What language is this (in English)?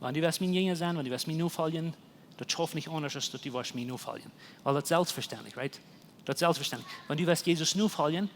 Plautdietsch